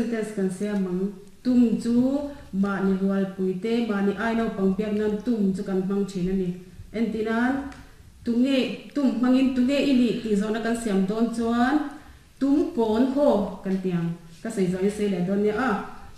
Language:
Mizo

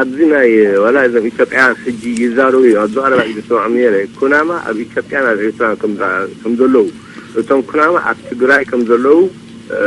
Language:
Tigrinya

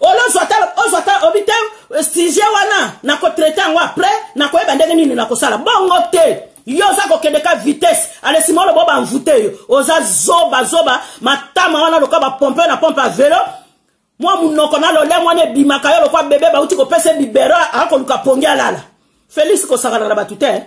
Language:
Lingala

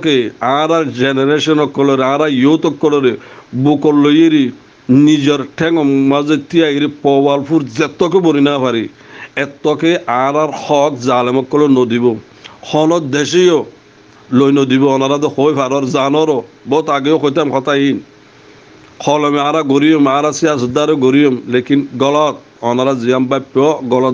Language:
Rohingya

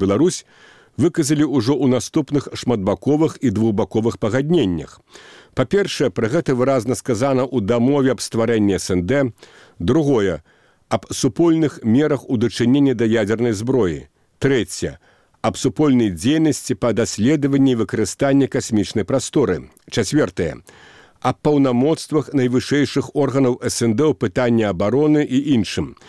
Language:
Belarusian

